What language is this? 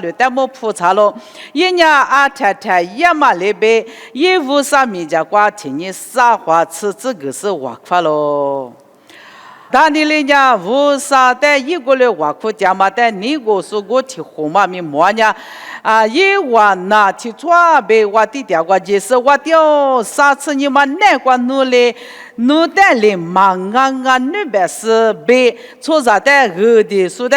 Lisu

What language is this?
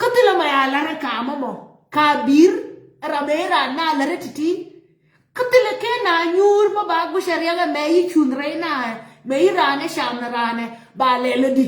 Nuer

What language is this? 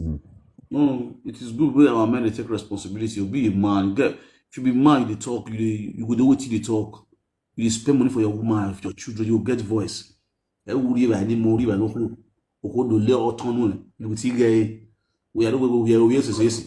Nigerian Pidgin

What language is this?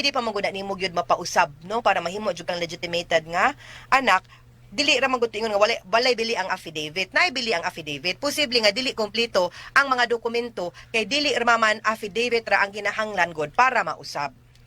Cebuano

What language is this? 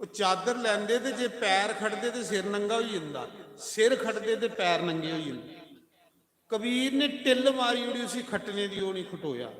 Dogri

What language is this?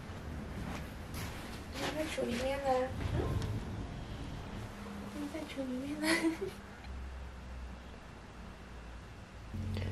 Chinese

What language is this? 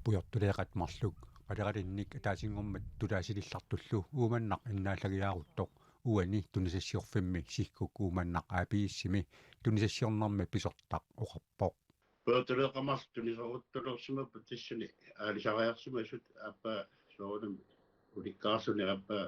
Kalaallisut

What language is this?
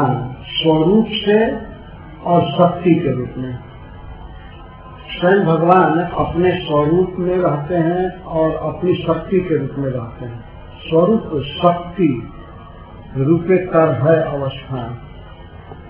Hindi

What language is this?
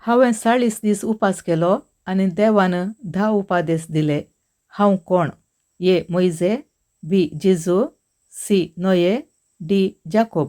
Konkani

